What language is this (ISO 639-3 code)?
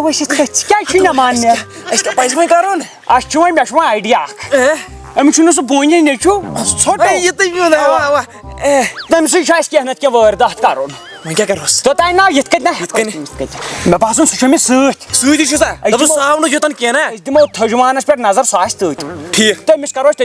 kas